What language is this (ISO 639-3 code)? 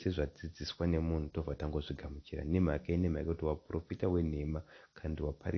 sna